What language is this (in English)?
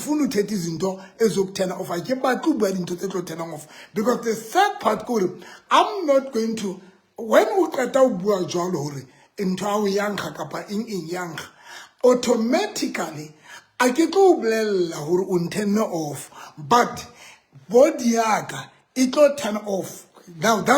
Southern Sotho